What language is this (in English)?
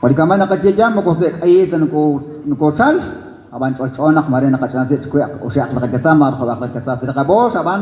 Kekchí